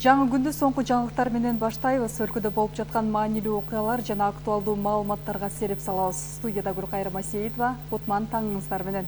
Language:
Kyrgyz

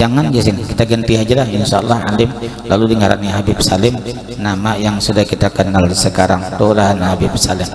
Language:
Banjar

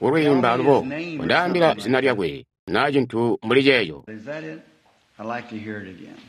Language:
Tonga (Zambia)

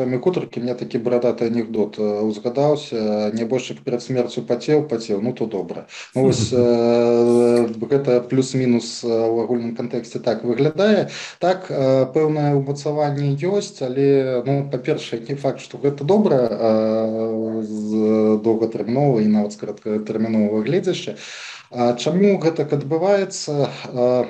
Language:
Belarusian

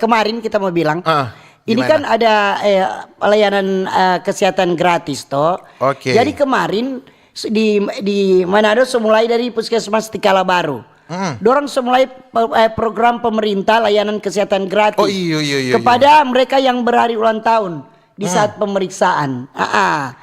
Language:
Manado Malay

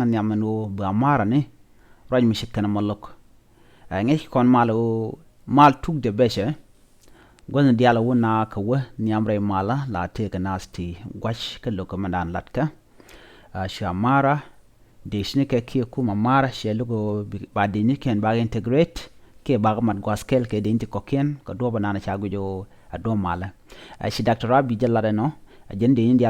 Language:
Nuer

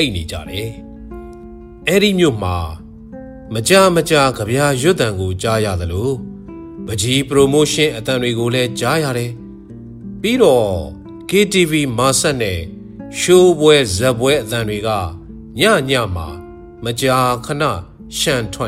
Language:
Burmese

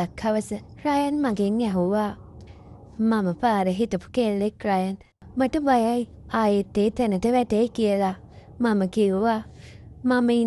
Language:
Sinhala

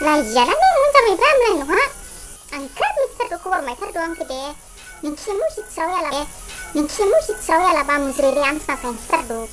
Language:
Dimasa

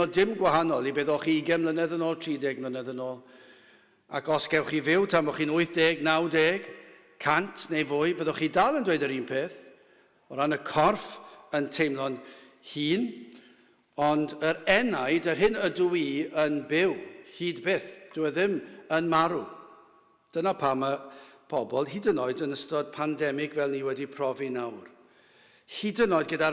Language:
Welsh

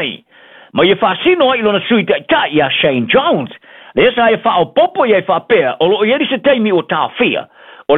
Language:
Samoan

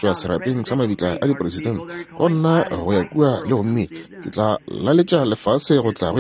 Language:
Northern Sotho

